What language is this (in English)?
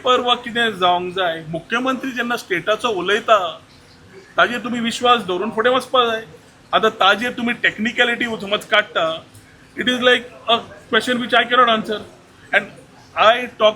Konkani